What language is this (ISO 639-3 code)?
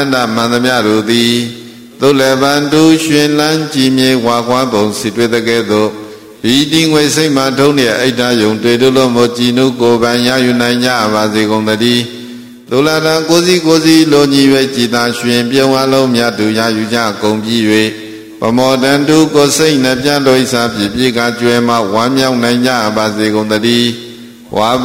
mya